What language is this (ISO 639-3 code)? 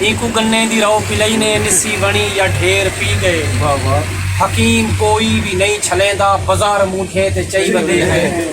skr